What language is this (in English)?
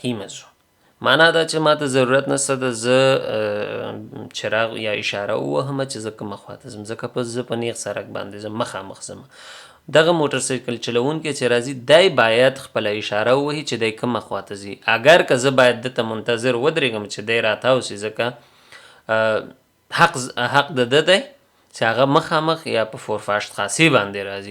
Pashto